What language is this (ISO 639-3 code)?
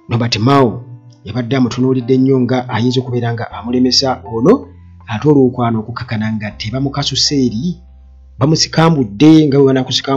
lug